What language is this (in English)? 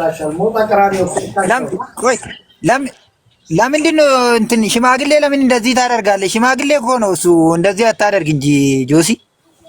Amharic